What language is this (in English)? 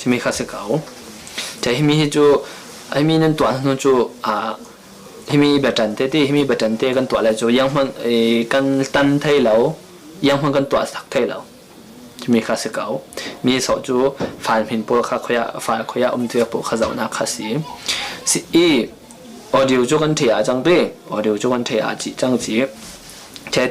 Falam Chin